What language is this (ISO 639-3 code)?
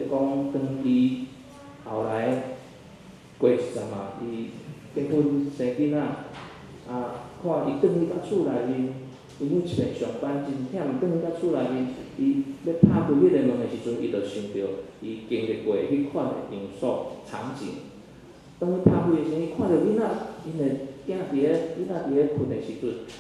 nan